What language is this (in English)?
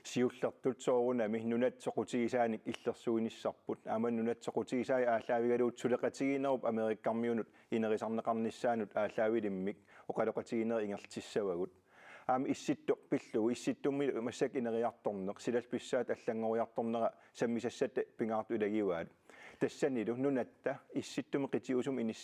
Kalaallisut